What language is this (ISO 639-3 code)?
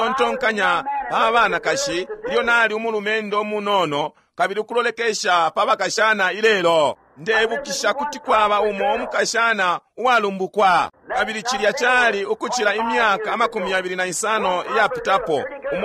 bem